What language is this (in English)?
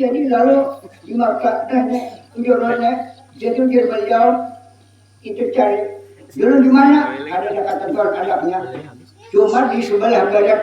Banjar